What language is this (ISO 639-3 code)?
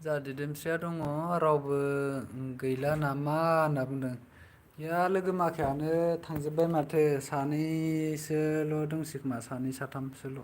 brx